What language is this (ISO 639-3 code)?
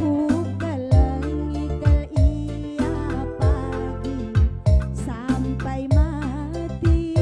btx